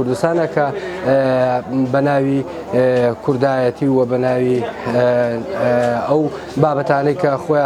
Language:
Central Kurdish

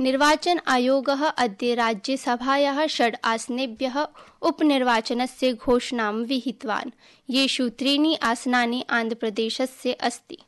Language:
Sanskrit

